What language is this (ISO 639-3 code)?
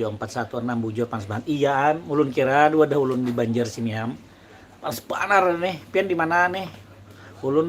bjn